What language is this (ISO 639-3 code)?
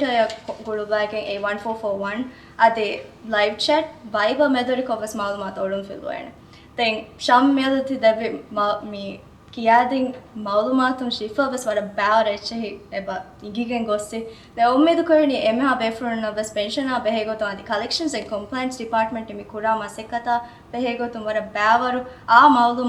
div